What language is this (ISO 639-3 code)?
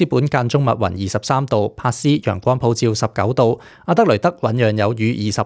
yue